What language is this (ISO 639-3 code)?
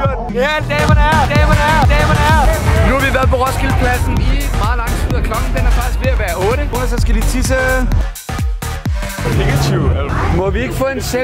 dan